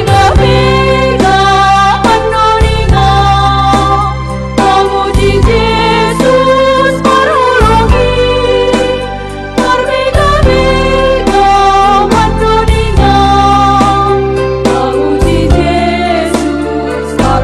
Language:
Batak Simalungun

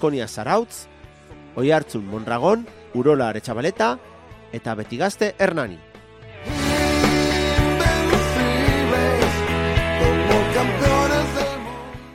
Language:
Basque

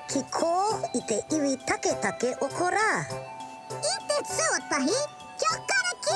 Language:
Māori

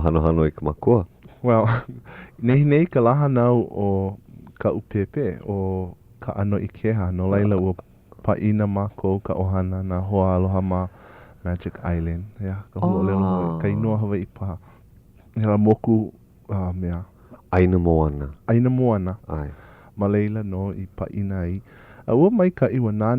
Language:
Hawaiian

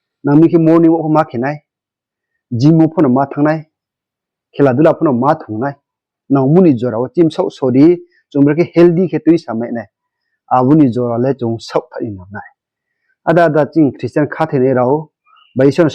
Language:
Riang (India)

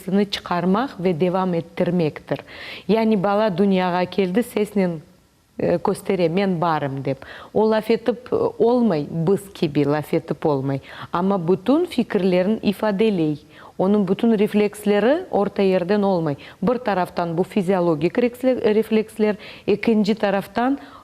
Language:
Crimean Tatar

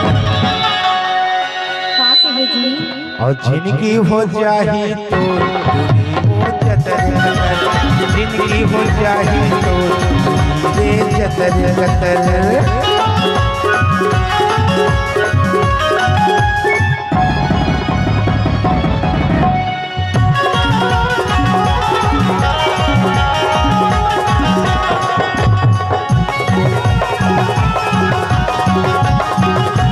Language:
Chhattisgarhi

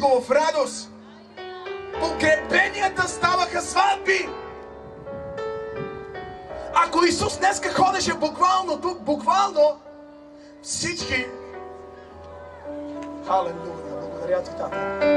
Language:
Bulgarian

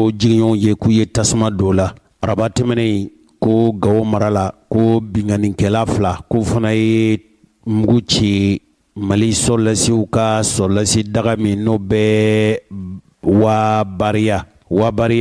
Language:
Bambara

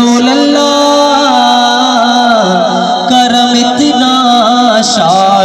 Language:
Saraiki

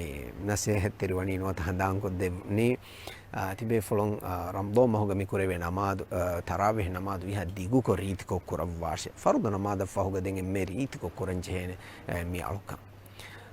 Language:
Divehi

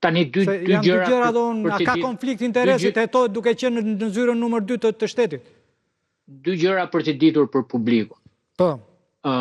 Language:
Albanian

